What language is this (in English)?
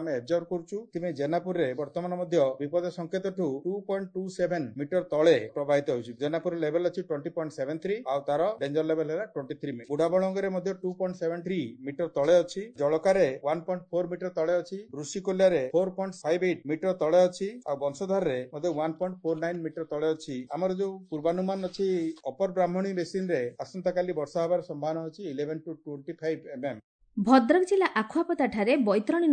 Odia